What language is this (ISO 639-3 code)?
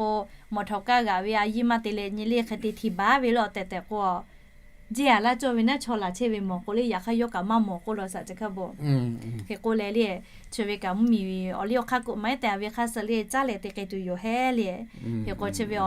lhu